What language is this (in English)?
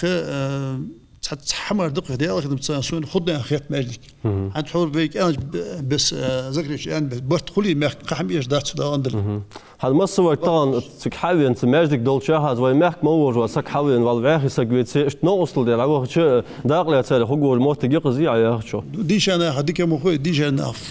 Ingush